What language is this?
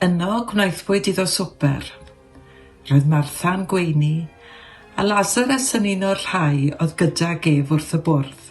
Welsh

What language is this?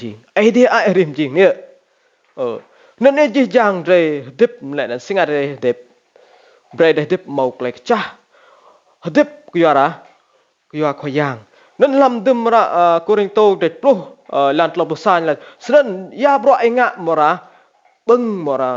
Rade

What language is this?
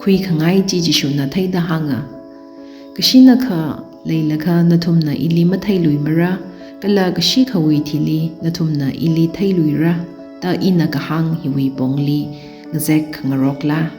Tangkhul Naga (India)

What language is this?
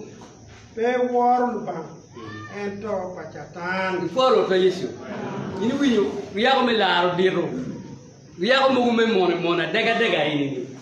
Acoli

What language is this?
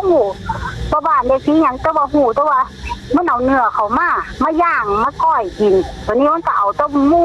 Northeastern Thai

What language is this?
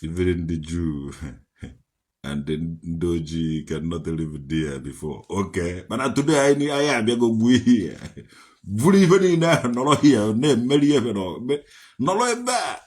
Igbo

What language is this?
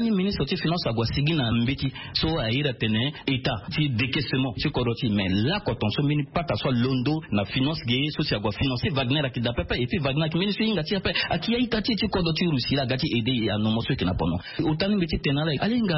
Sango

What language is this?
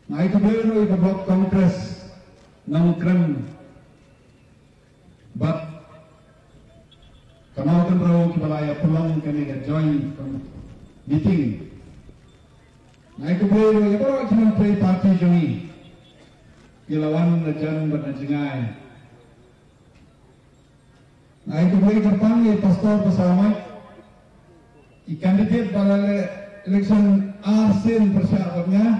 Khasi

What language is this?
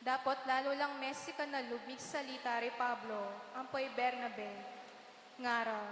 Pampanga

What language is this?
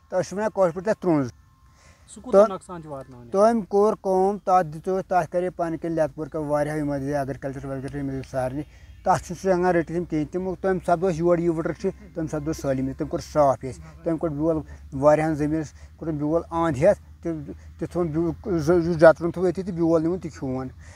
Kashmiri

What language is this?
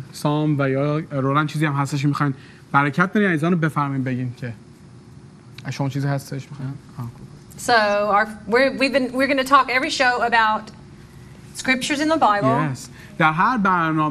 Persian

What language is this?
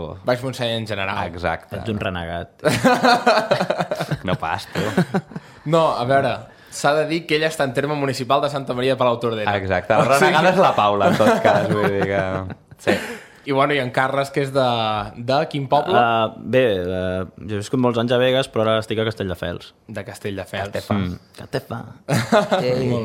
Catalan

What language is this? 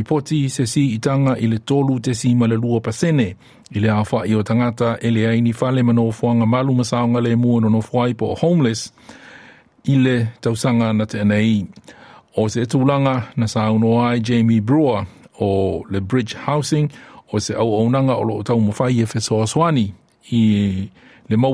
Samoan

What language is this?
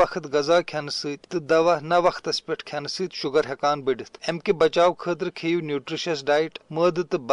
Kashmiri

